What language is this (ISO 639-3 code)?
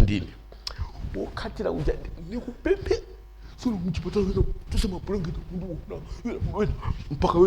nya